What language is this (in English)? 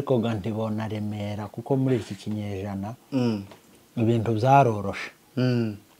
Kinyarwanda